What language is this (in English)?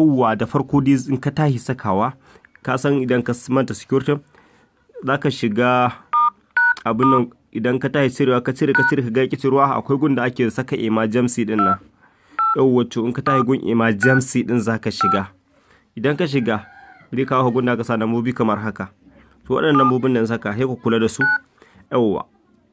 Hausa